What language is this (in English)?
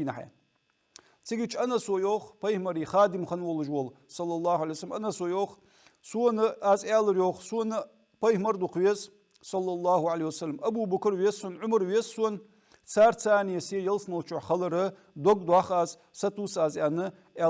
Ingush